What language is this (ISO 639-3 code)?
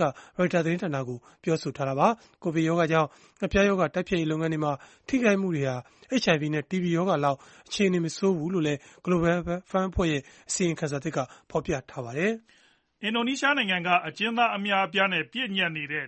mya